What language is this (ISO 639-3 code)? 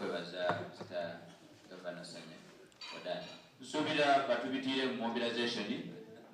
xog